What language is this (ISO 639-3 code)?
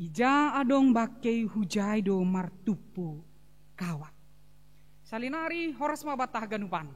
bts